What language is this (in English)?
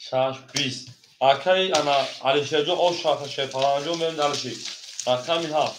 Tajik